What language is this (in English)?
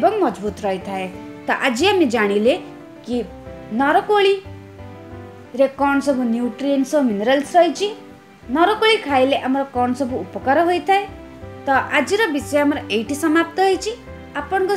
Odia